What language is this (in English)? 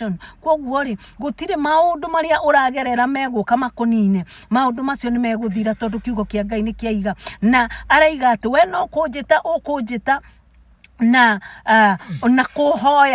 Kikuyu